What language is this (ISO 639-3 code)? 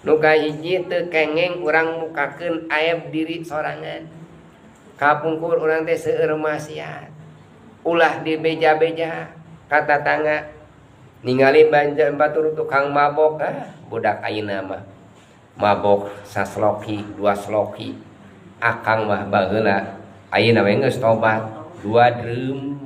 sun